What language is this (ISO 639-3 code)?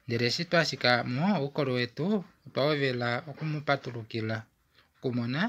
kua